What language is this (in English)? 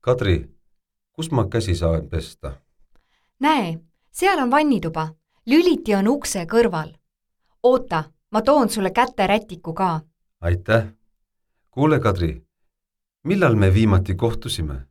Estonian